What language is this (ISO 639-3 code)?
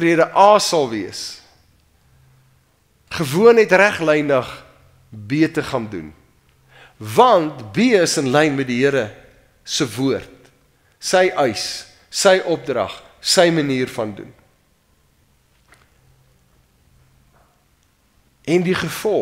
afr